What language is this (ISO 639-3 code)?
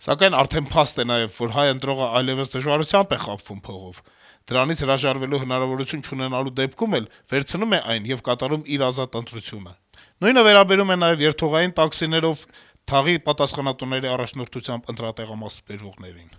hye